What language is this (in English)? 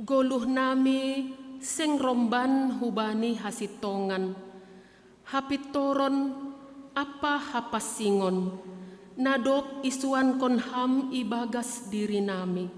Batak Simalungun